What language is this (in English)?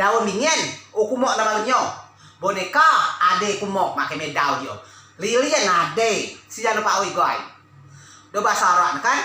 Rejang